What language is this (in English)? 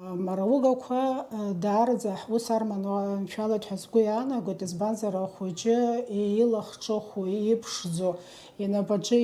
Abkhazian